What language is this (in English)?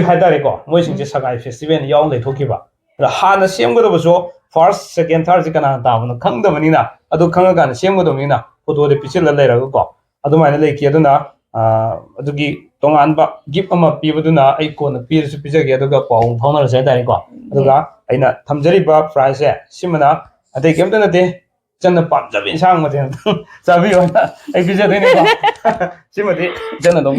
Manipuri